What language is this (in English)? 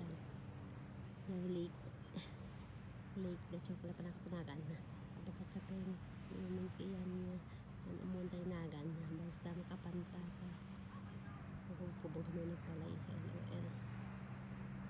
Filipino